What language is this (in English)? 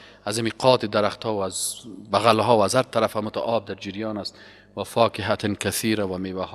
Persian